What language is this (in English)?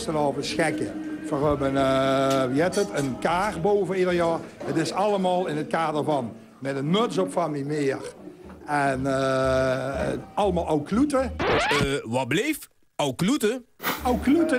Limburgish